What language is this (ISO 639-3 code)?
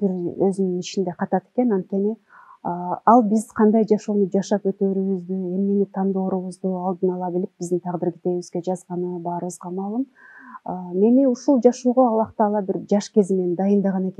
kir